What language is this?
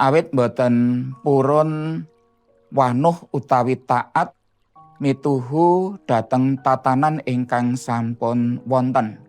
Javanese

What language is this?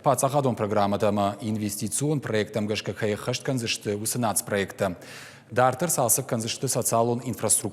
Ossetic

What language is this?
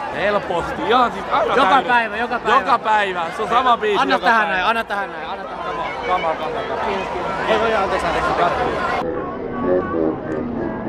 Finnish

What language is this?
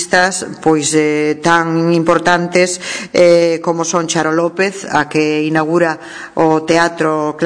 Galician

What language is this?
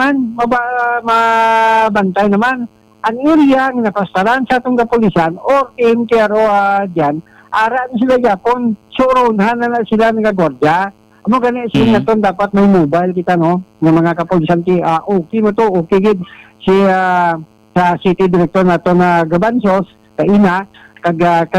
Hiligaynon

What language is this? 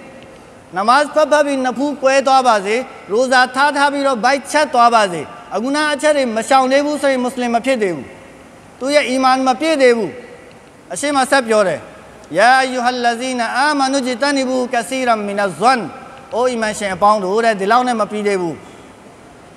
Burmese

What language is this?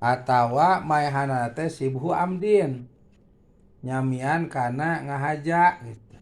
Sundanese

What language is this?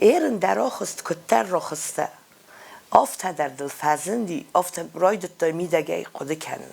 Ossetic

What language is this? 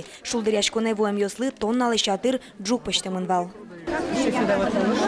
Udmurt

